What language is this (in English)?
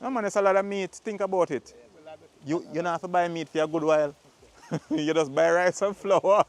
Jamaican Creole English